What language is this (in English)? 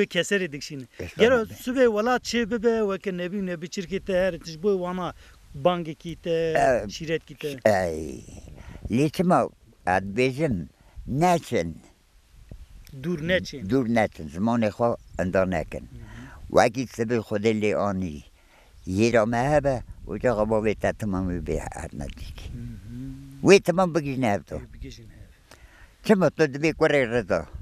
Kurdish